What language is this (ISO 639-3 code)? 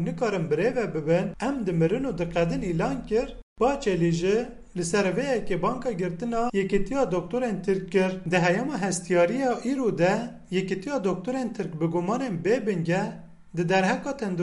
kur